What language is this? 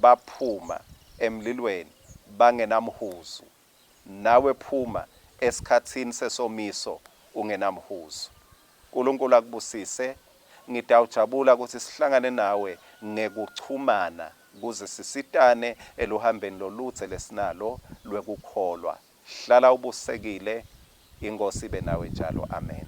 Swati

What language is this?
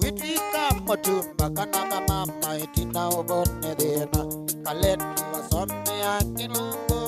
Kamba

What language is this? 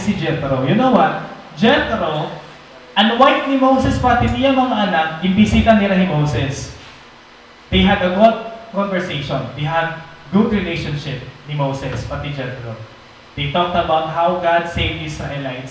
Waray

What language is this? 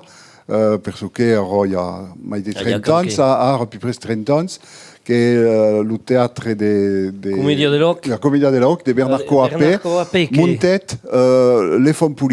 Occitan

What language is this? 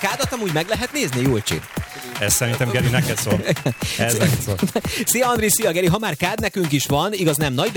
Hungarian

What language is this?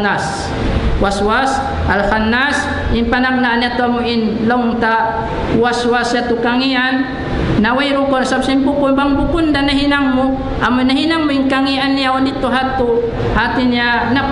Tausug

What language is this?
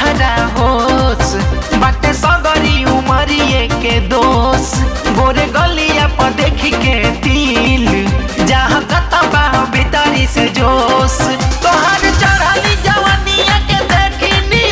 Bhojpuri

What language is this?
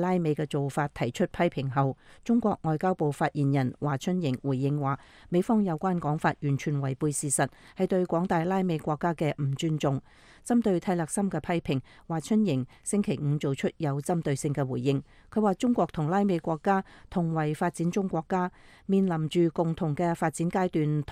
Cantonese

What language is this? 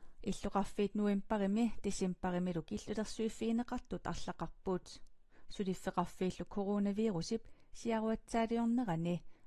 Kalaallisut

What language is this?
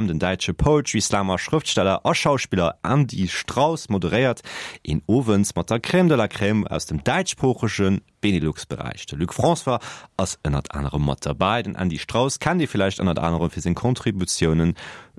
Luxembourgish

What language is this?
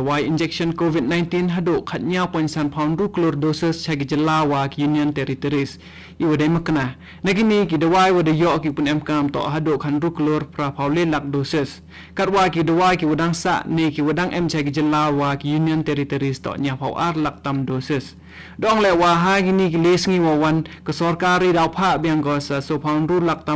Khasi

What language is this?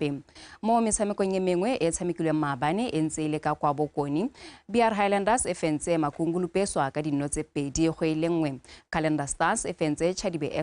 Tswana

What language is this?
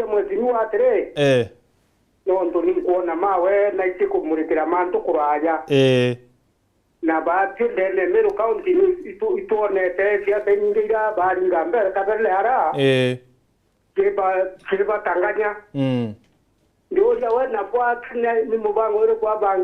Meru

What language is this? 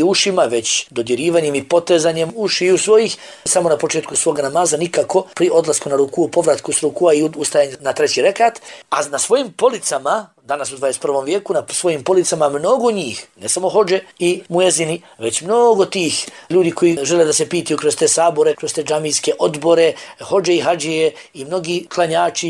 Bosnian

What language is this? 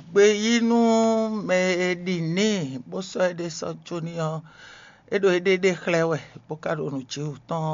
Fon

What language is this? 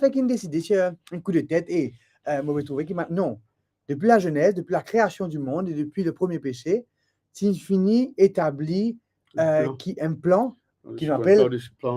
Morisyen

